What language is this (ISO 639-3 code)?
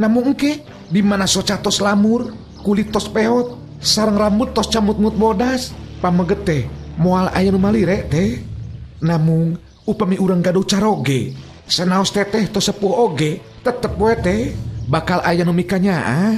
sun